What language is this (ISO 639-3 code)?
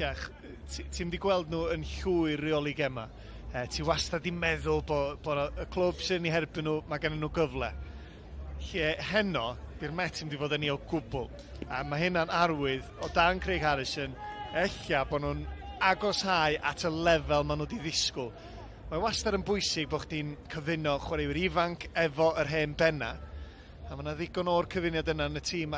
cym